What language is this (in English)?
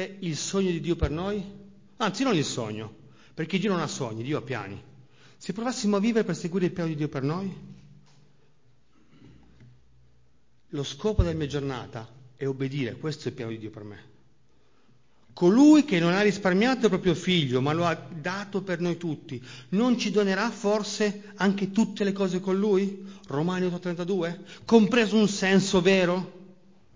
Italian